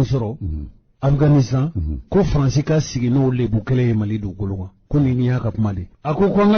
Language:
Bambara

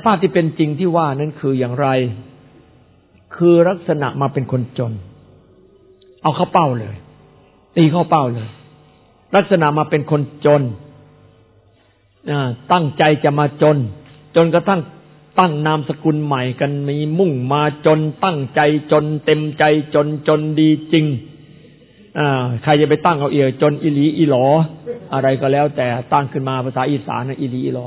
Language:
Thai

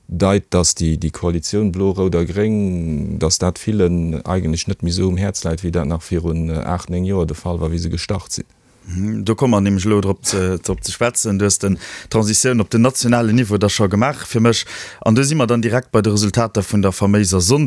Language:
Luxembourgish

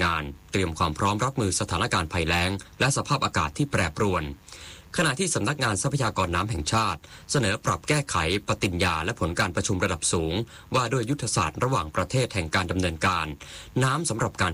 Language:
Thai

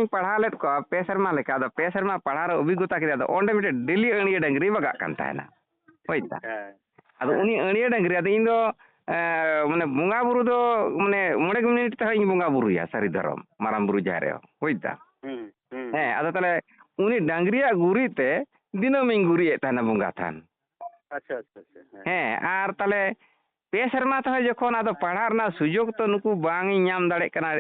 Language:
Santali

